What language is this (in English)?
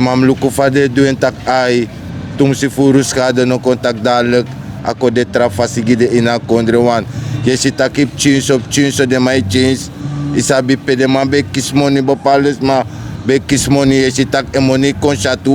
Sranan Tongo